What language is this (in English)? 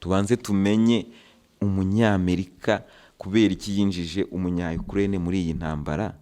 Kinyarwanda